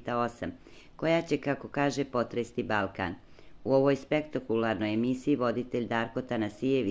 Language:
Serbian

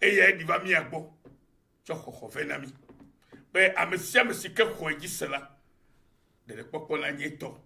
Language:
Ewe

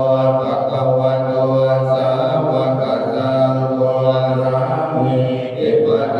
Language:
Pali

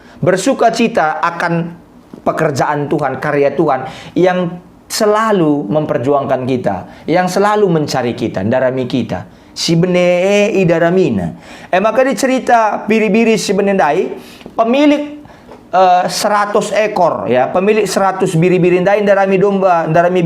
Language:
Batak Karo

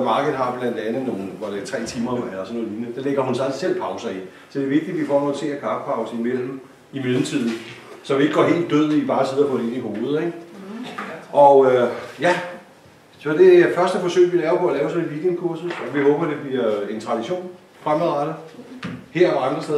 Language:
Danish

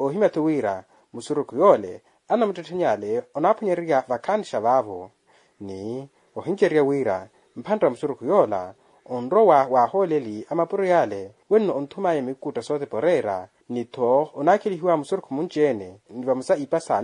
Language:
Makhuwa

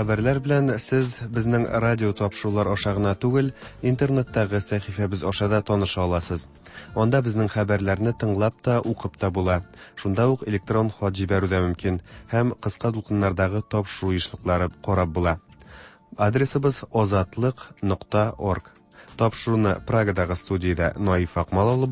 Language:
Tatar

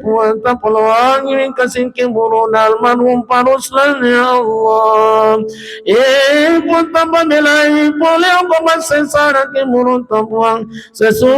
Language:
Buginese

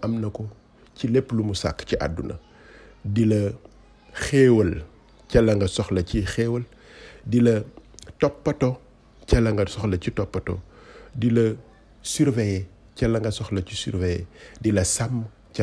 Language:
Wolof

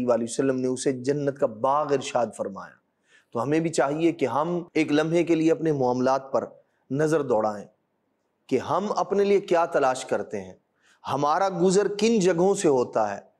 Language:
Urdu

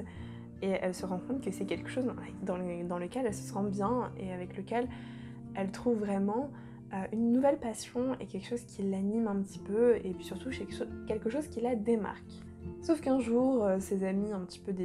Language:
French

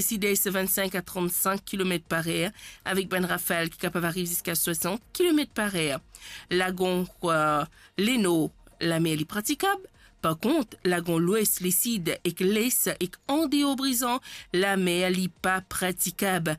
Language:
Morisyen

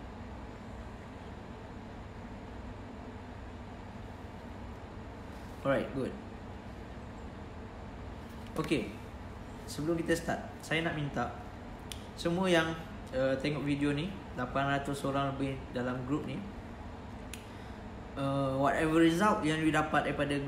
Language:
Malay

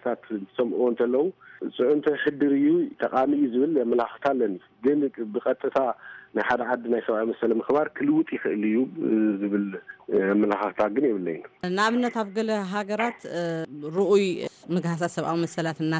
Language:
Tigrinya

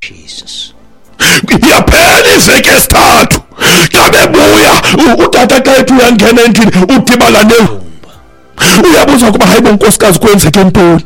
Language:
Xhosa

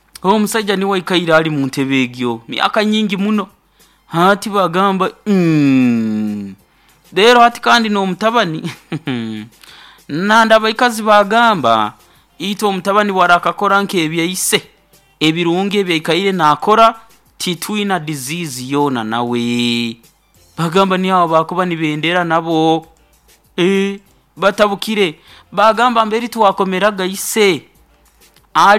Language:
Nyoro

